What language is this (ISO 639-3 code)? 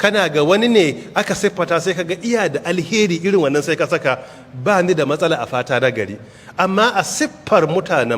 hau